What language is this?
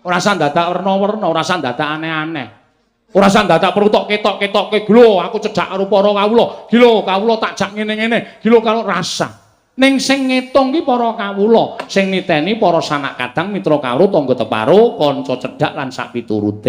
Javanese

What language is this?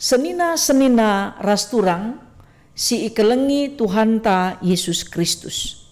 Batak Karo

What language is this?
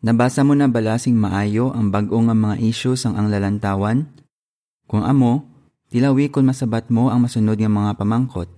Hiligaynon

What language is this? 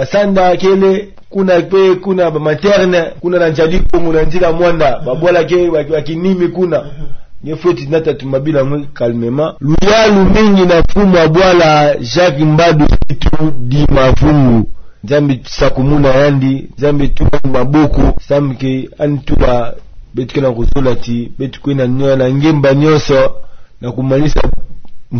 Kituba (Democratic Republic of Congo)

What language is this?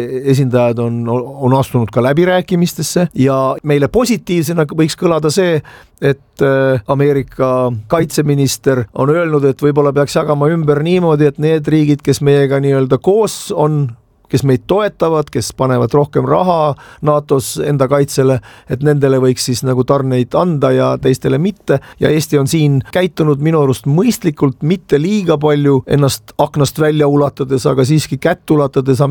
Estonian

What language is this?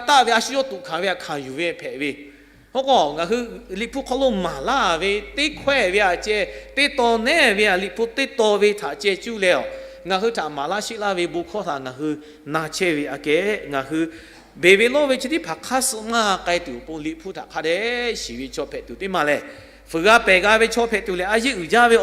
Lahu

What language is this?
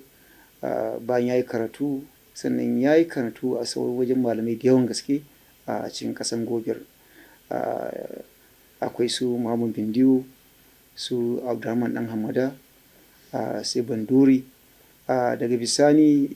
Hausa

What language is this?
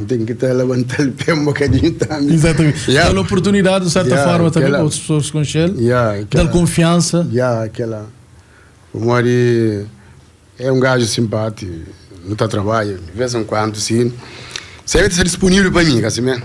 Kabuverdianu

